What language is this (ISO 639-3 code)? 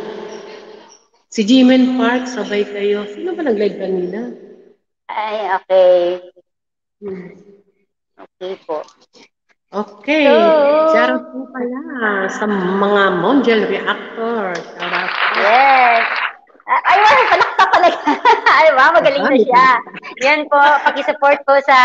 fil